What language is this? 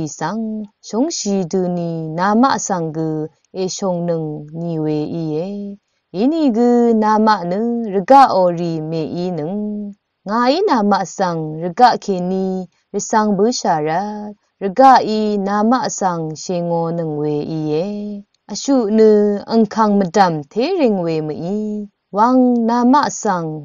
Rawang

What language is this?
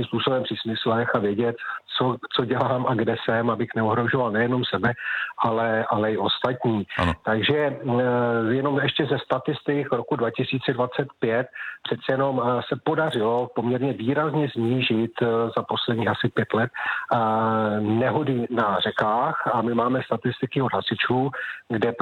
Czech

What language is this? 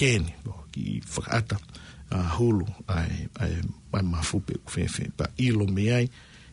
Tongan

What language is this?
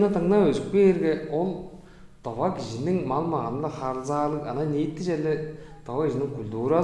Tuvinian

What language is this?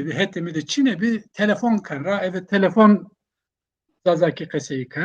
Zaza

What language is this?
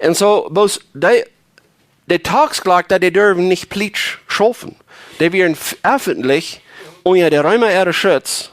Plautdietsch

